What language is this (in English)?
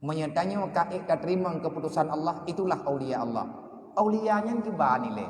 Achinese